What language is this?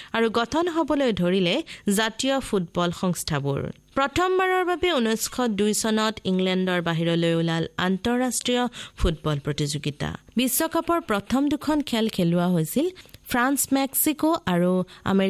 Assamese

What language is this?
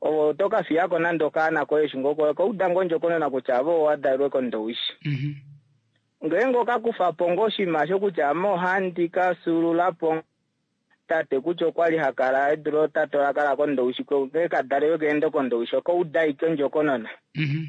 Kuanyama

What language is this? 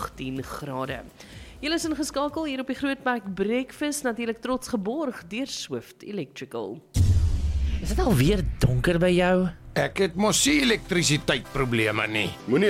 Afrikaans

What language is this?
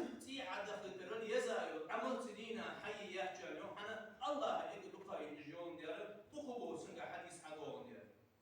Ingush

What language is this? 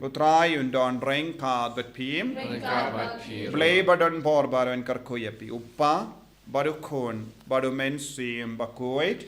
Khasi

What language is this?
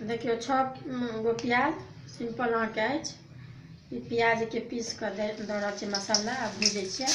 Maithili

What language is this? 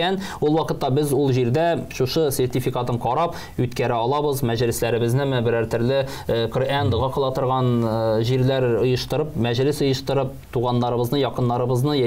Tatar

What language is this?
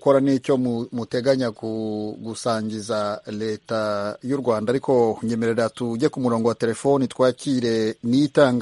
Kinyarwanda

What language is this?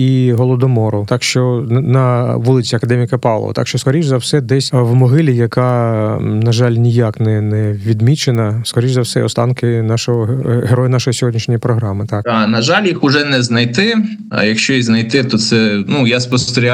Ukrainian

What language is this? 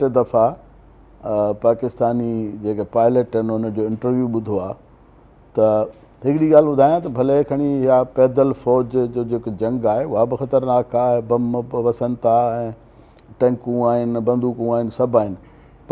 Sindhi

